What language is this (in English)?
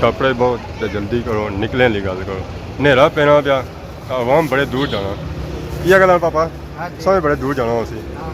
Pahari-Potwari